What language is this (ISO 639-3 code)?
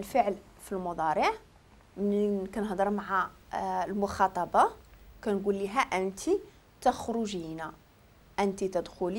ary